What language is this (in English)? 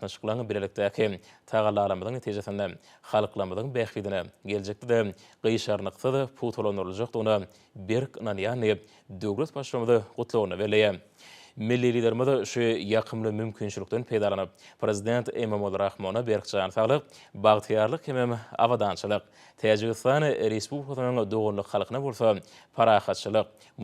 Turkmen